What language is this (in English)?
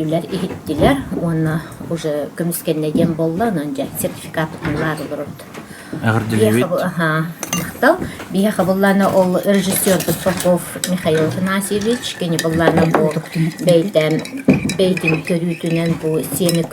Yakut